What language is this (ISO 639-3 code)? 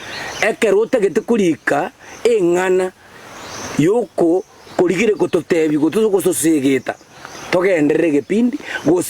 guz